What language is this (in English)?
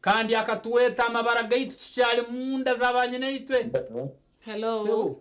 Nyankole